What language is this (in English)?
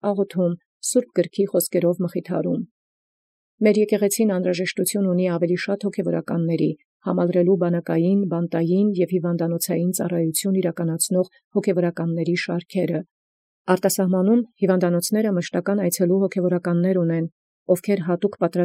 Armenian